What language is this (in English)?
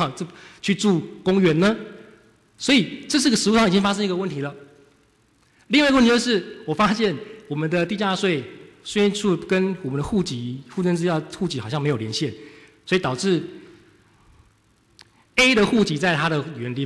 Chinese